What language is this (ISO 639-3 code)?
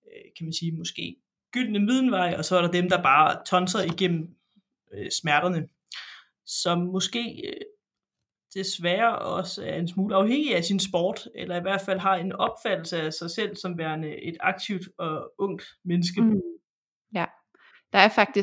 dan